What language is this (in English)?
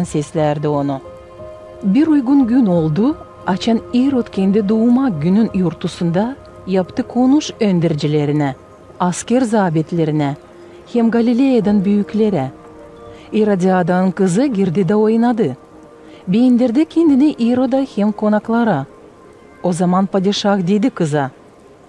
Gagauz